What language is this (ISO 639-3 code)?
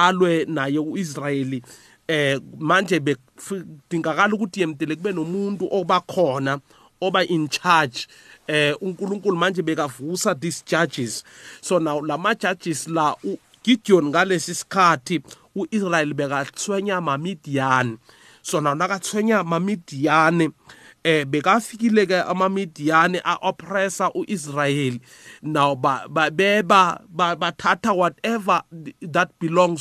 nbl